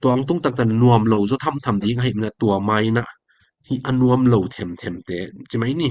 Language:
Tedim Chin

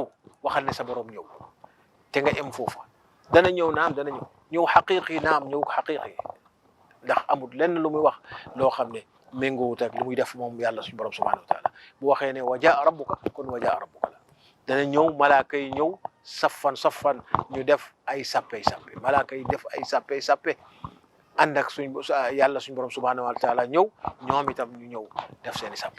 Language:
Wolof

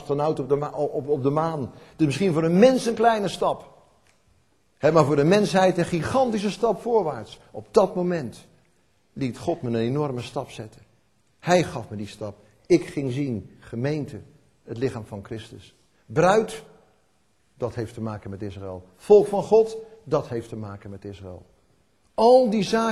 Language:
Dutch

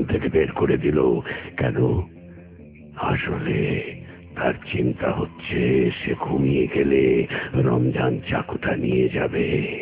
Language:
Bangla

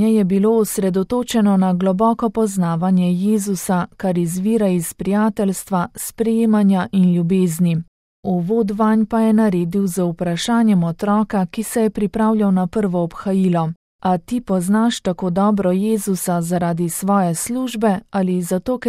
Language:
Slovenian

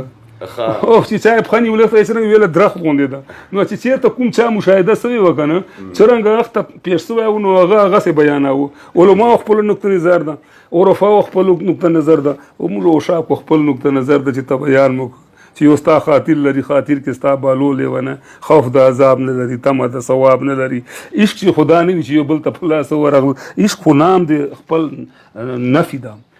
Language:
Pashto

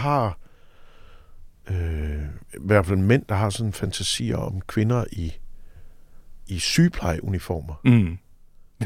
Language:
Danish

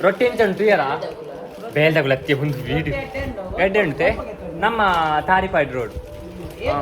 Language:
Tulu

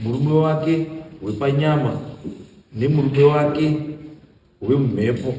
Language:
Shona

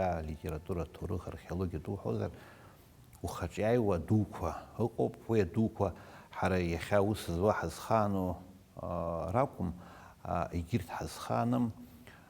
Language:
Abkhazian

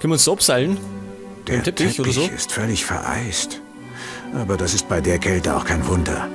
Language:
Bavarian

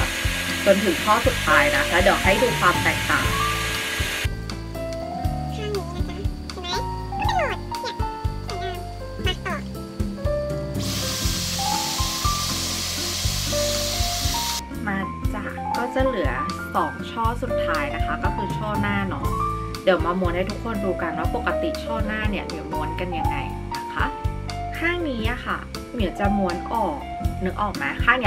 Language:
Thai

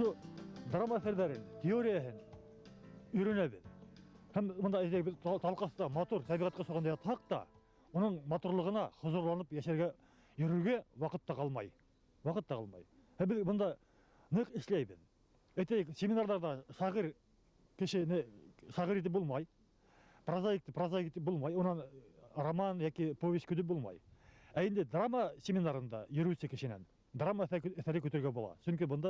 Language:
Bashkir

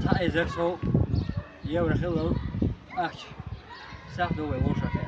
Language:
Chechen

